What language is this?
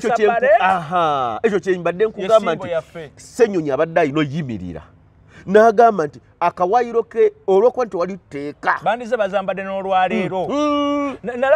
Ganda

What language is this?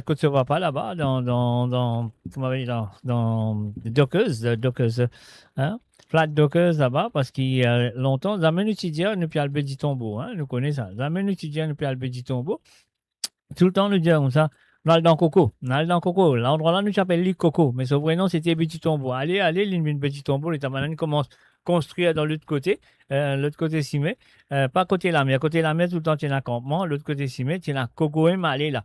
Morisyen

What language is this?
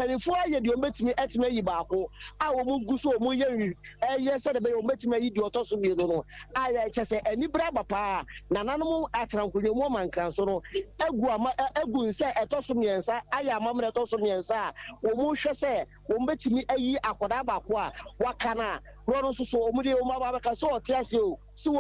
Akan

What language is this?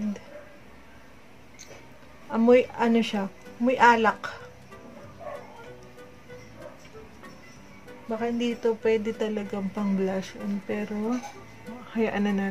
Filipino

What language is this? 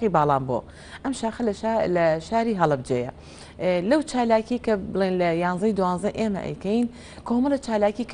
Central Kurdish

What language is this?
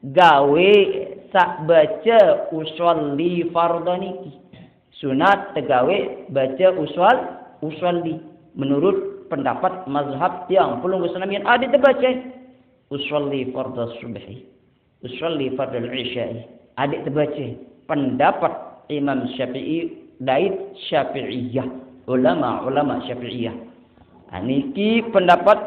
Sasak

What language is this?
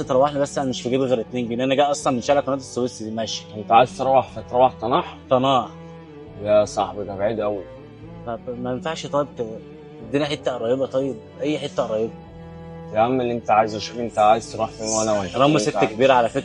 Egyptian Arabic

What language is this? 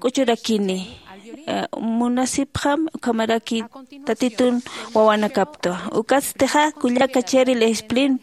Aymara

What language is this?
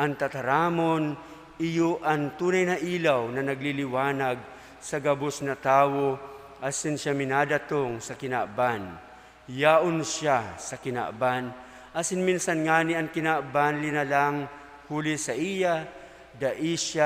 Bikol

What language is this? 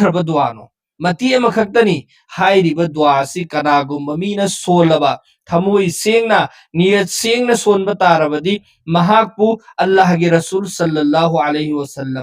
Manipuri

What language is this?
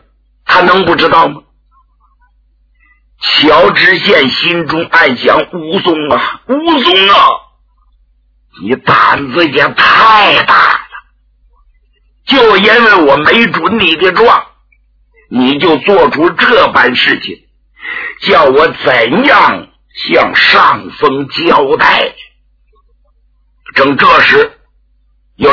Chinese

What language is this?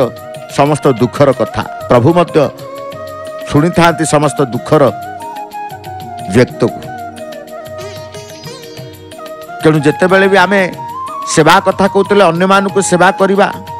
Odia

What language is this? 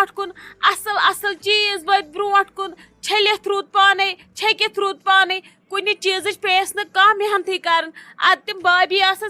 Kashmiri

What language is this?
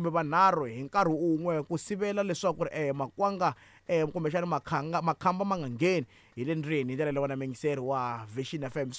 Tsonga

